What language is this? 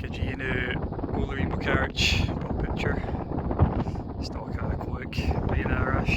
Scottish Gaelic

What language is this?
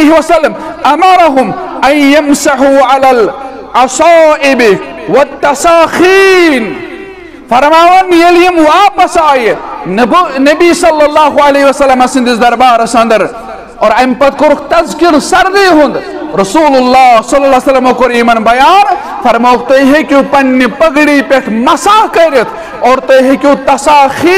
Kashmiri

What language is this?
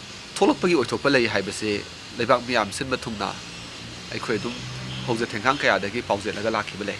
Manipuri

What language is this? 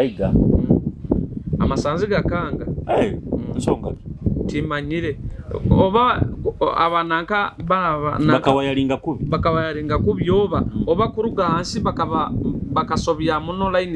Nyoro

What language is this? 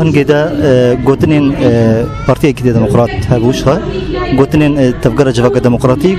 Kurdish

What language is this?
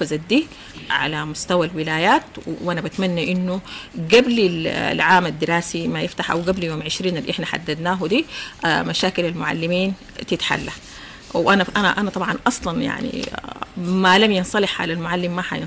Sudanese Arabic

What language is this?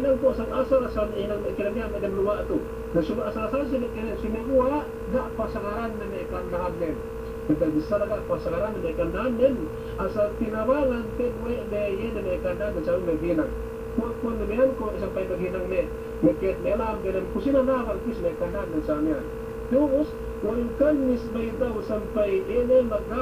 Yakan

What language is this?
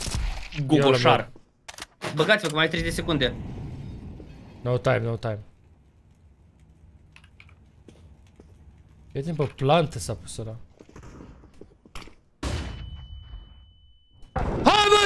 Romanian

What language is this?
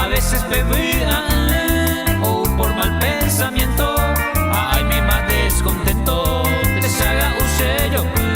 Guarani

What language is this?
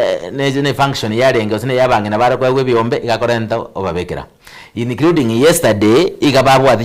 Gusii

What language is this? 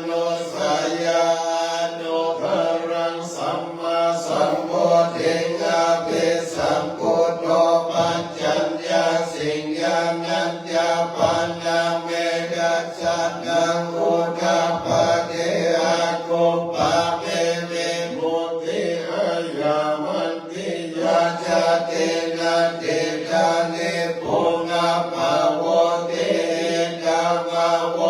Pali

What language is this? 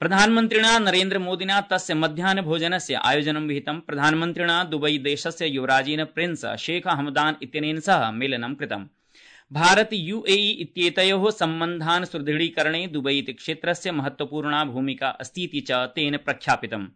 Sanskrit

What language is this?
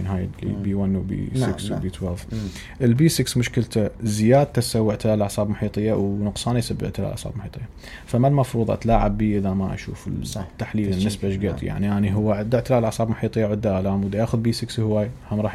Mesopotamian Arabic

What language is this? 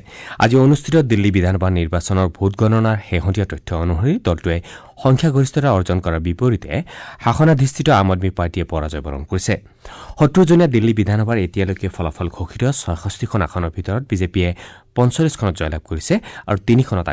Assamese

